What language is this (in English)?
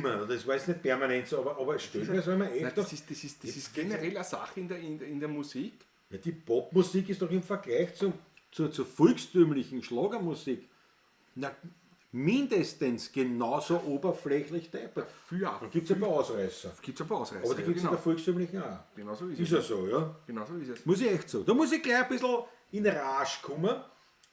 Bavarian